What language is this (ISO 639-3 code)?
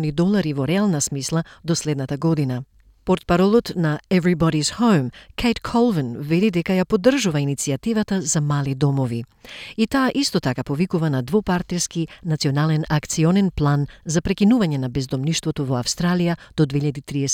mkd